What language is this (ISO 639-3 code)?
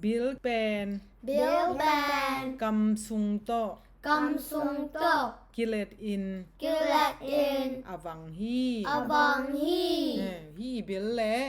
ctd